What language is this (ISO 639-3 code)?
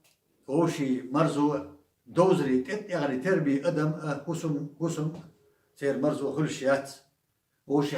che